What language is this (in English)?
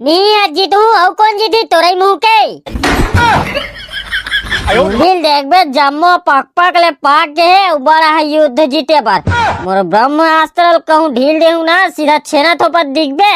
Chhattisgarhi